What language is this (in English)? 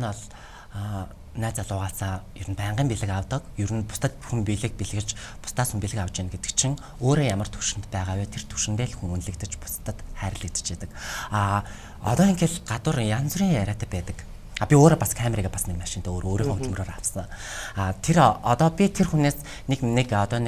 Mongolian